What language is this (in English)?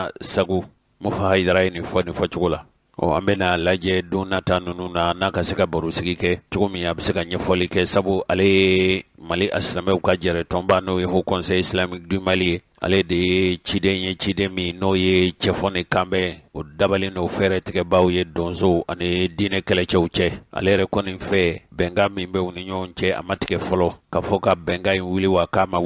Bambara